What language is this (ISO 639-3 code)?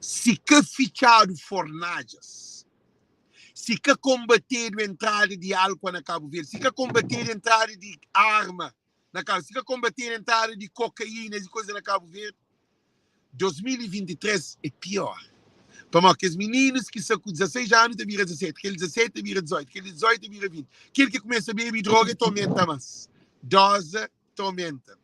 kea